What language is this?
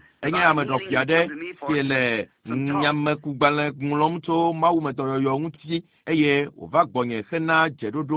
Ewe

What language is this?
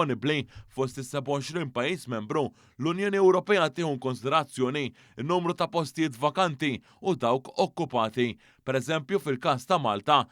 Maltese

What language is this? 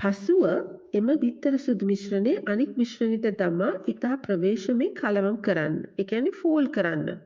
Sinhala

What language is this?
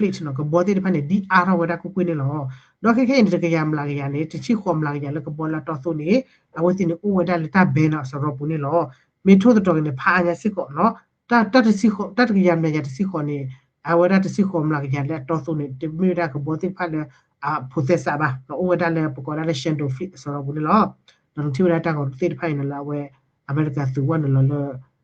S'gaw Karen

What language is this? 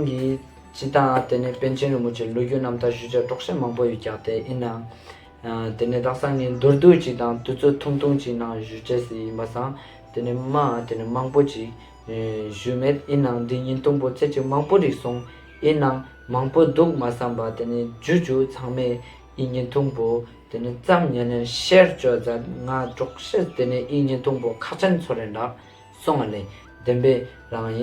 Ladakhi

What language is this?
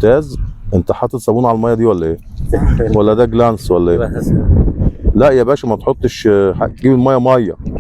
Egyptian Arabic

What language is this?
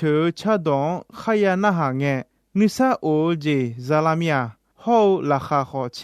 Akha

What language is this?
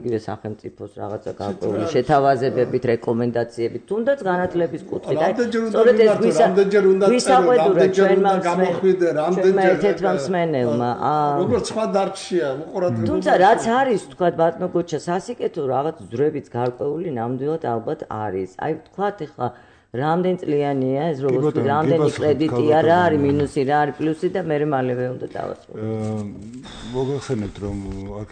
Georgian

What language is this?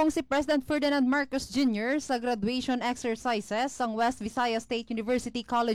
Hiligaynon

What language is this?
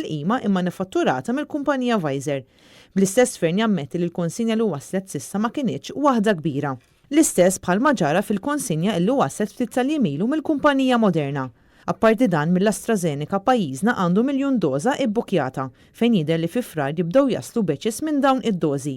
Maltese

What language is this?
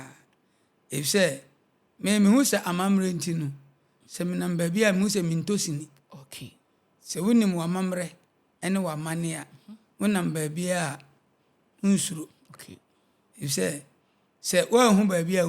Akan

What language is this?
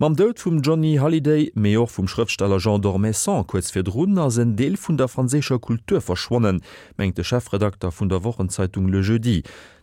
Luxembourgish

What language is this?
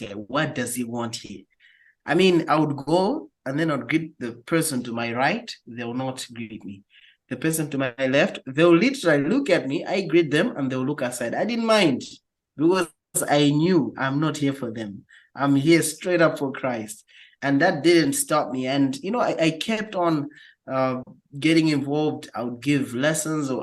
English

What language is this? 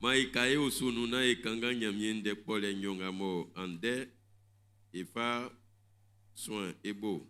Baoulé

